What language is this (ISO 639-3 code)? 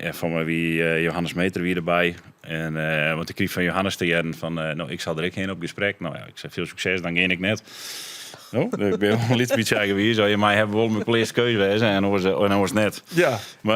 fry